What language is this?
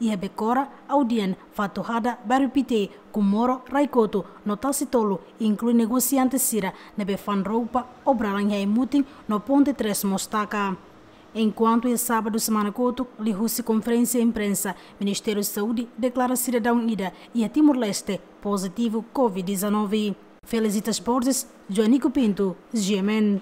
Tetum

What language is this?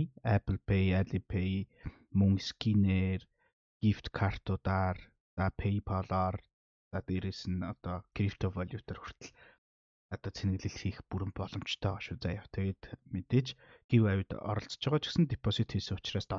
Mongolian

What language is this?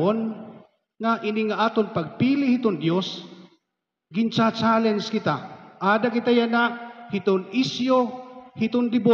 Waray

